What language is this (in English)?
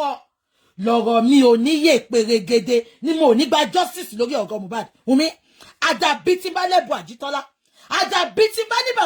Yoruba